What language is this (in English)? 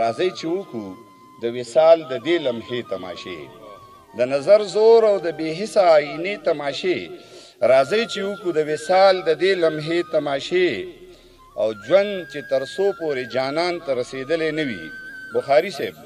Pashto